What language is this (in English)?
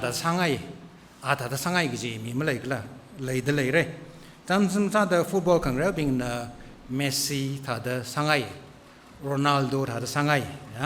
Tangkhul Naga (India)